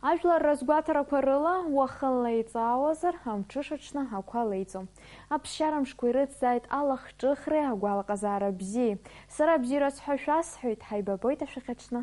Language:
Abkhazian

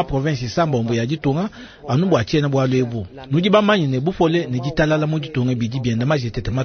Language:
Luba-Lulua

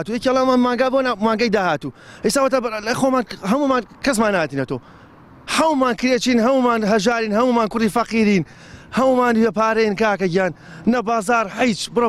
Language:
Central Kurdish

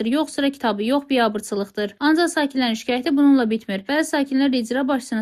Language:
Azerbaijani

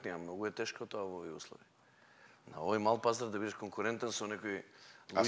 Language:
Macedonian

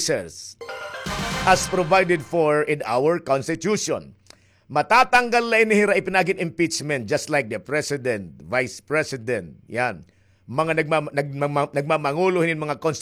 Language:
Waray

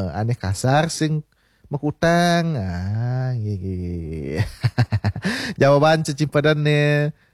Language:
Balinese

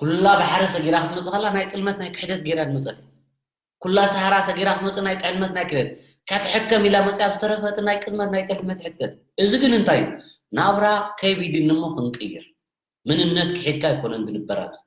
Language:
Tigrinya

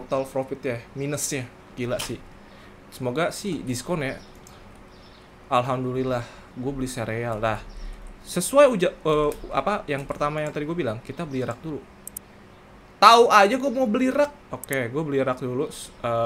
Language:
Indonesian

